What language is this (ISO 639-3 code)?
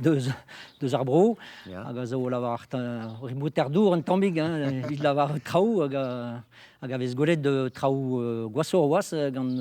bre